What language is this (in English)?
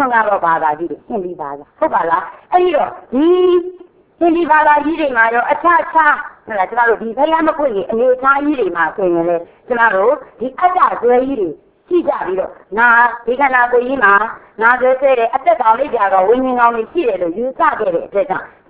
Burmese